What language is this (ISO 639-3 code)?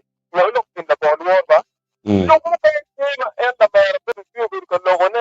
ach